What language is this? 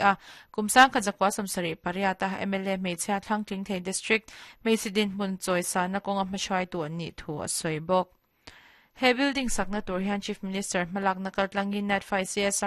Mizo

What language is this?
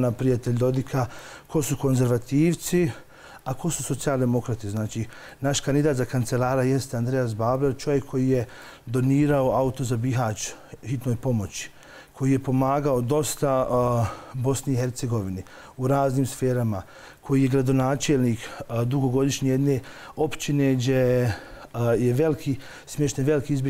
Bosnian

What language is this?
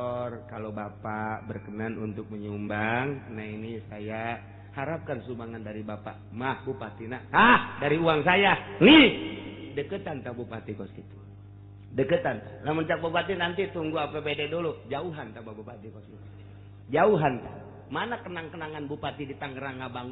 Sundanese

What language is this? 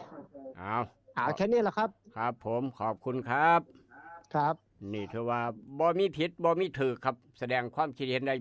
Northeastern Thai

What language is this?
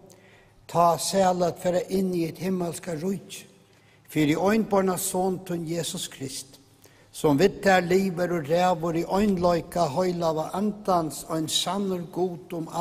Faroese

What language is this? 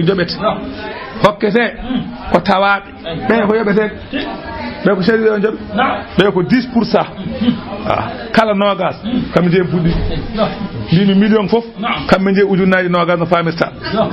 Fula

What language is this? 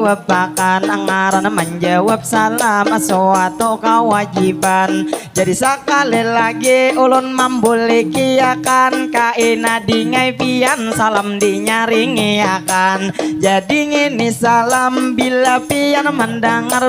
Banjar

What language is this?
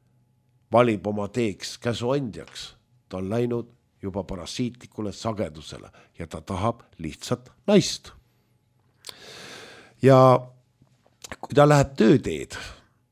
Estonian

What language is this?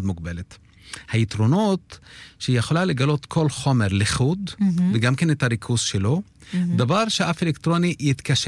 Hebrew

